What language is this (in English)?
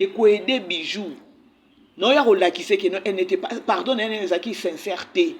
Lingala